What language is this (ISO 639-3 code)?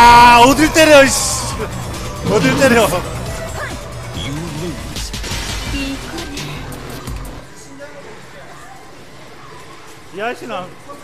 kor